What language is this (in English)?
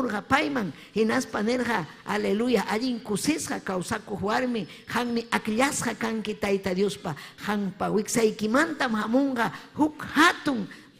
Ayacucho Quechua